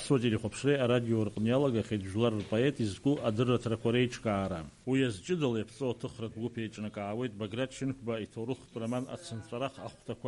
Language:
Abkhazian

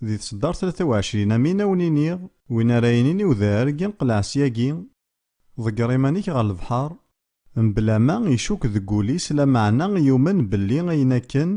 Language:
Kabyle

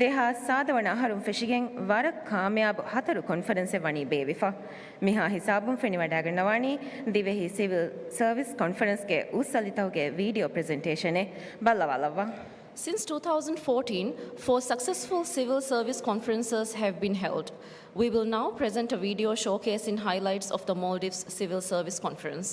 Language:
Divehi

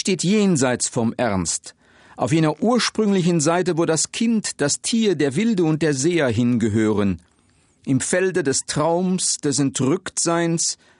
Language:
Luxembourgish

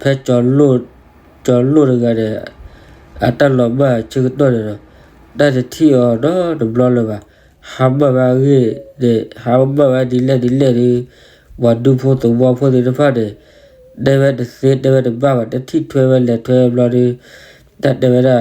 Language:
S'gaw Karen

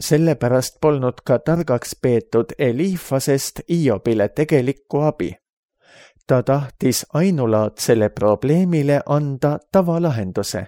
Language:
Estonian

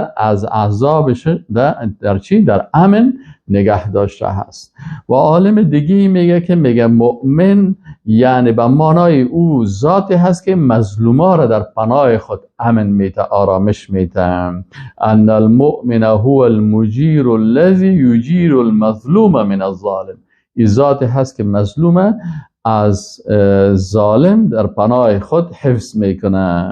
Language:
Persian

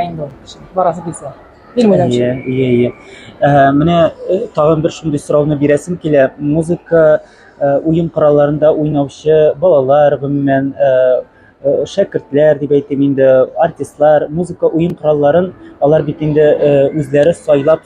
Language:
Tatar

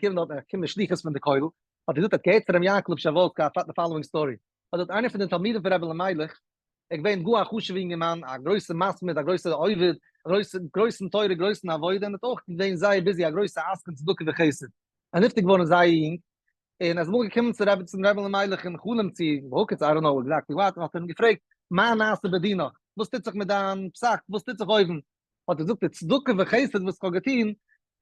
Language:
Yiddish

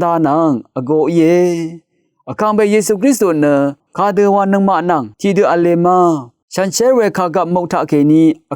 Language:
Rawang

